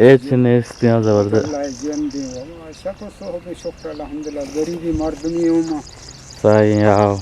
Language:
Eastern Balochi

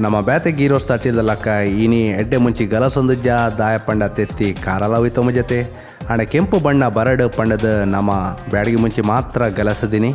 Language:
Tulu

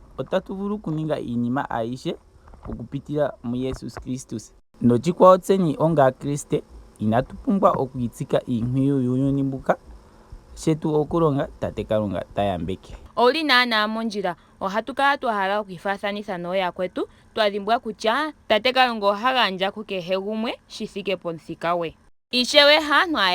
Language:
Ndonga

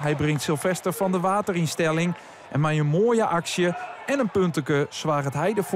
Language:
Western Frisian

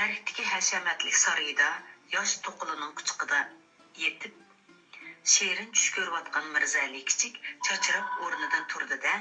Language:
Uyghur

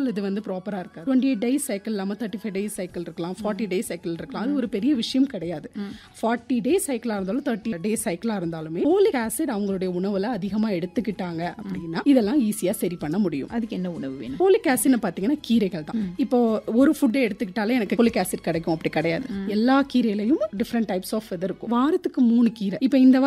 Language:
Tamil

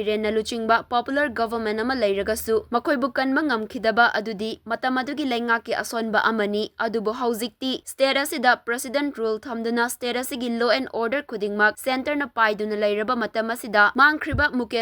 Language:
Manipuri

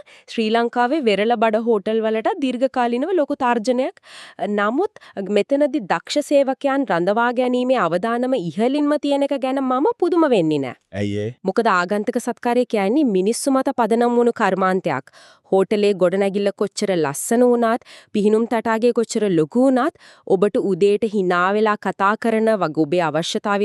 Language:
Sinhala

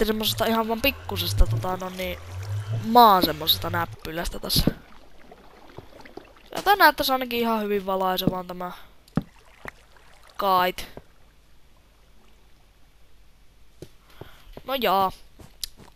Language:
Finnish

